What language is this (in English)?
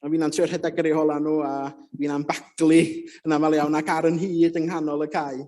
Welsh